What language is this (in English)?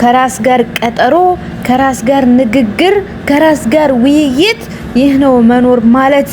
Amharic